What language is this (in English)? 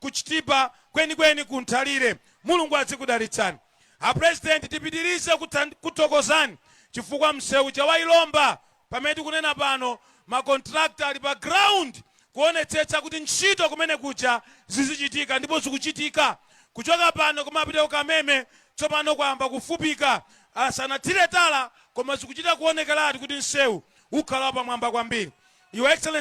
Nyanja